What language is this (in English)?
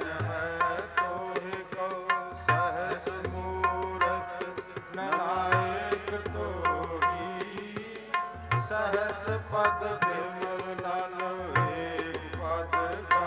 Punjabi